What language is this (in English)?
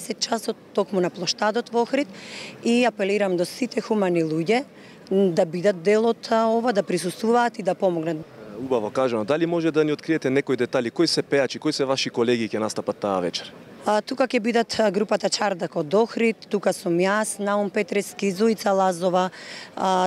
Macedonian